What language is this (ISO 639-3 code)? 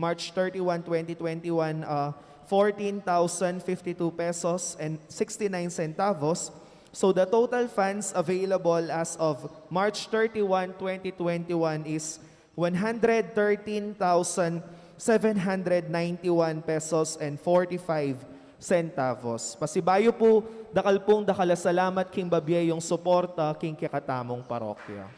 pam